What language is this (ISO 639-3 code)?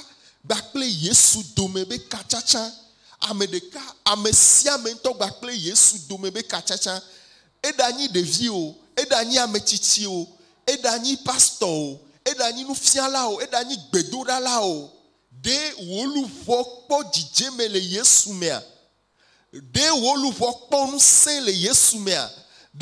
ewe